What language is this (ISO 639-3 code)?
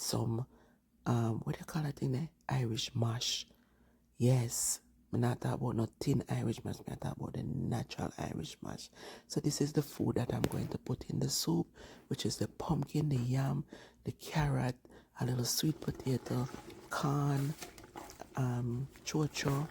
jam